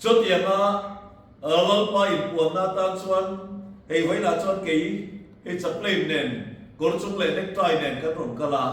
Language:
Mizo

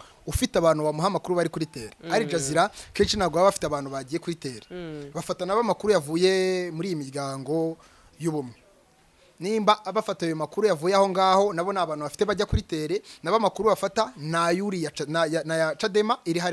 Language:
Kinyarwanda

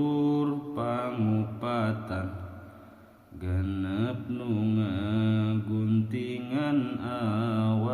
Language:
Sundanese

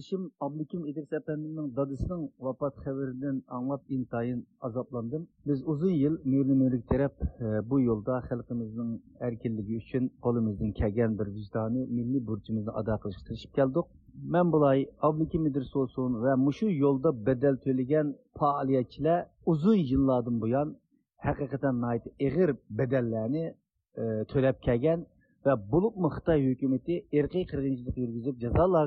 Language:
Uyghur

